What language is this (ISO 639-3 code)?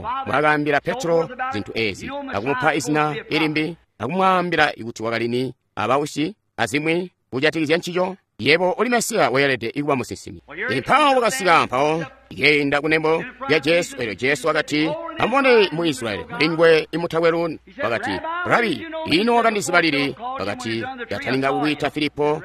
toi